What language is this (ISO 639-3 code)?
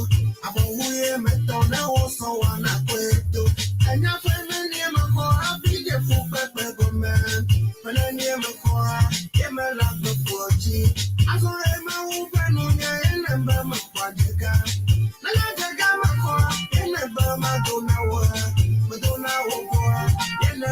ewe